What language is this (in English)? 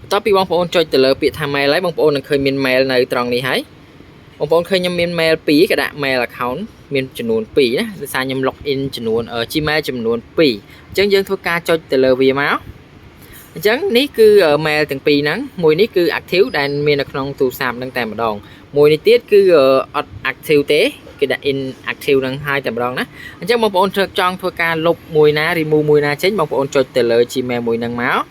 Khmer